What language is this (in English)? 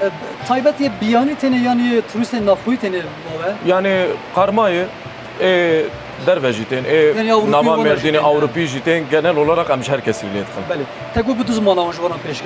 Kurdish